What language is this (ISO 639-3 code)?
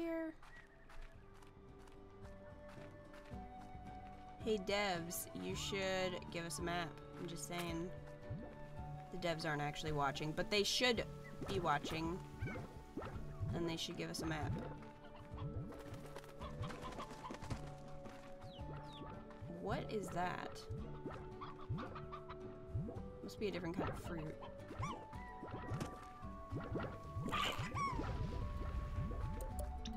eng